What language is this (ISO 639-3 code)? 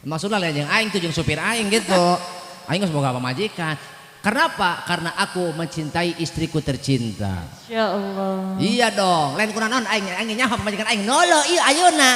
sun